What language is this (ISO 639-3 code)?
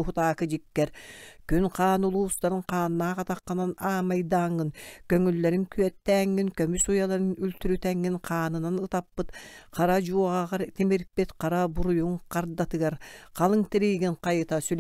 sah